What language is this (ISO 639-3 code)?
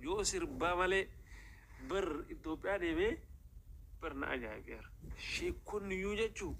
orm